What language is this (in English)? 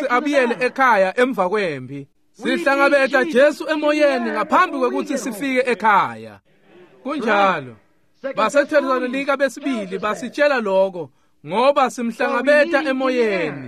Swati